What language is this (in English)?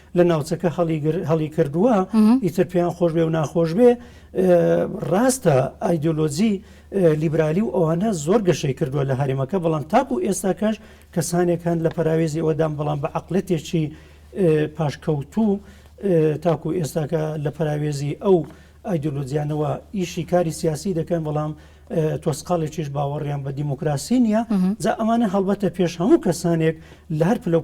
Central Kurdish